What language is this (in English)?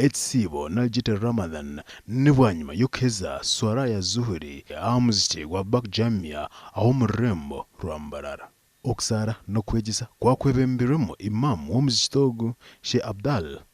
Nyankole